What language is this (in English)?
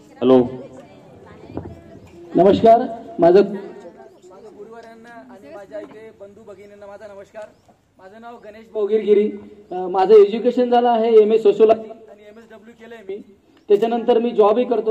Marathi